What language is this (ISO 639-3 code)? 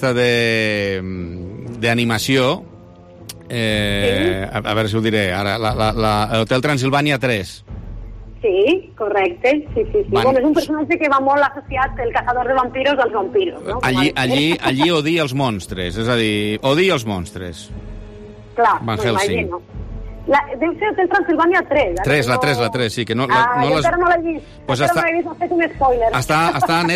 cat